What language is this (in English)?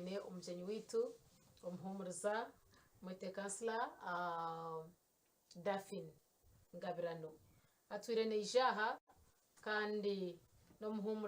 Nyankole